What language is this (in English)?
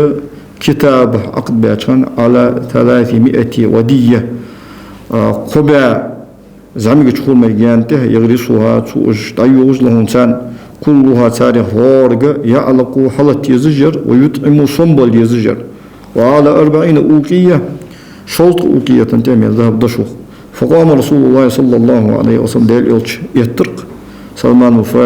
Ingush